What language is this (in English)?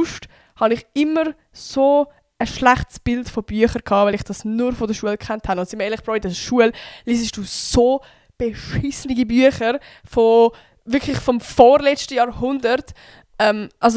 Swiss German